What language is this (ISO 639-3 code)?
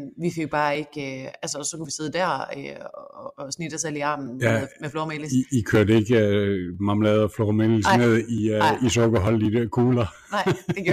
dan